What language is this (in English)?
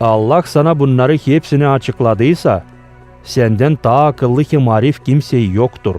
Gagauz